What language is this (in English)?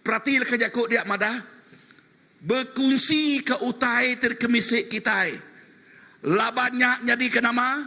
Iban